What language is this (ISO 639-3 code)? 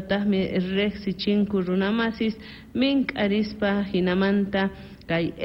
que